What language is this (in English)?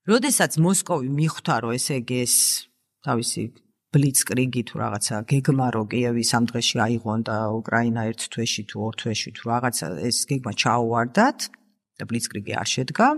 Georgian